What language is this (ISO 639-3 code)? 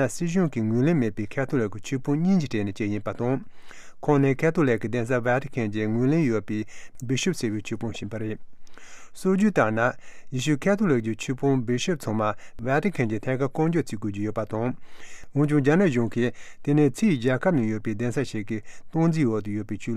bod